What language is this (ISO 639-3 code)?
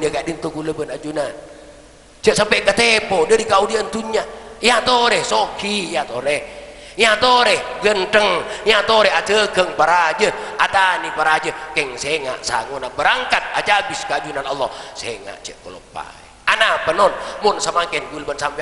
mad